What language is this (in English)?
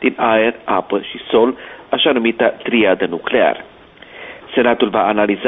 Romanian